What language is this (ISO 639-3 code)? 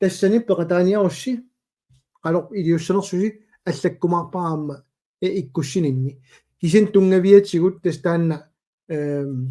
kal